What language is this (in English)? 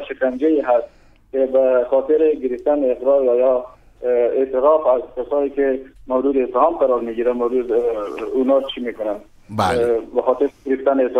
Persian